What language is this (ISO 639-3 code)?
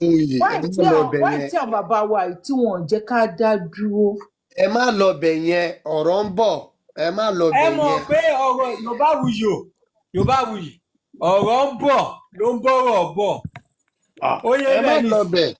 yor